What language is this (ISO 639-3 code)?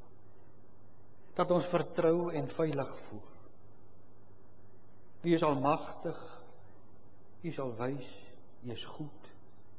afr